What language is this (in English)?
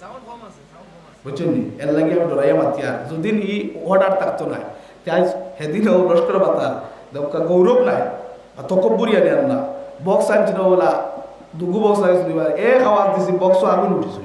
Sylheti